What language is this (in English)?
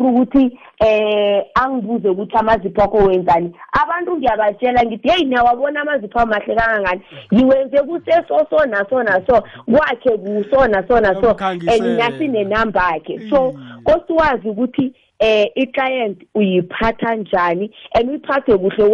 South Ndebele